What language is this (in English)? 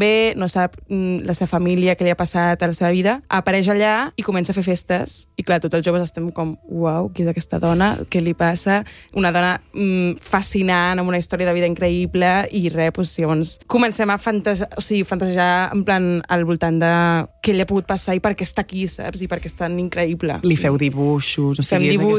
Catalan